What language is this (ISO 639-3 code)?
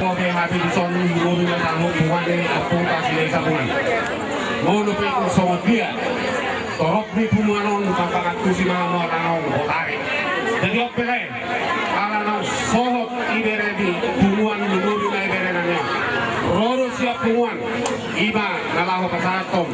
bbc